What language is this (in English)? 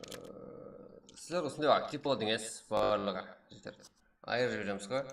Kara-Kalpak